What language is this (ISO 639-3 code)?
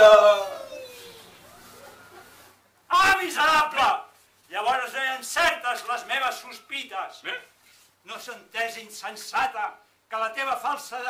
cat